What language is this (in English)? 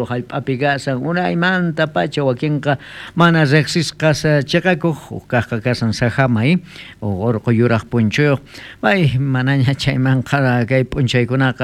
South Bolivian Quechua